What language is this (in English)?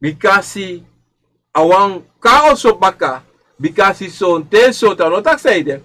Sranan Tongo